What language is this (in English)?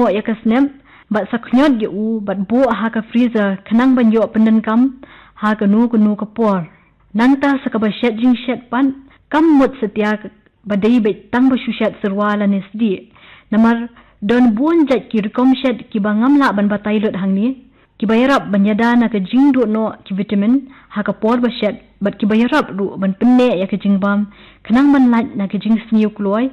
Khasi